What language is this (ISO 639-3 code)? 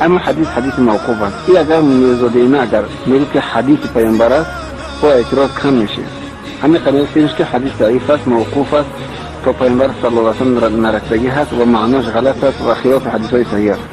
tgk